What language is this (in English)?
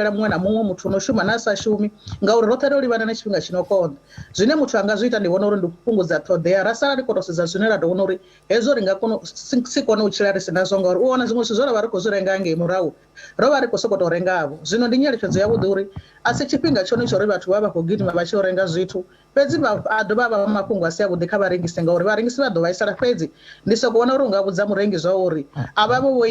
Venda